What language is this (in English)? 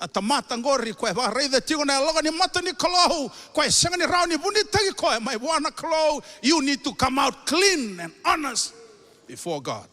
Fijian